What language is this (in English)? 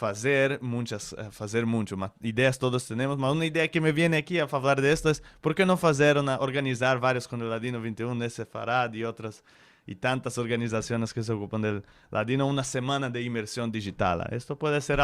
Ladino